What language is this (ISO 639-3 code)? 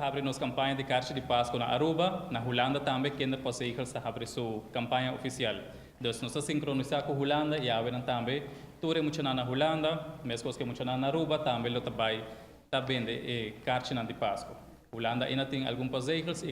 pap